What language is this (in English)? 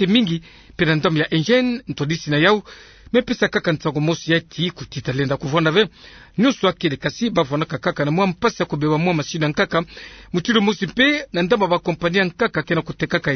Kituba (Democratic Republic of Congo)